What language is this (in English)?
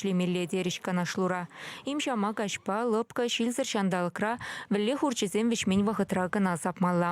Chuvash